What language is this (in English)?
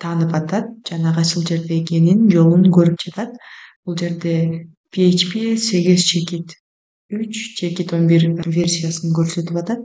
Kyrgyz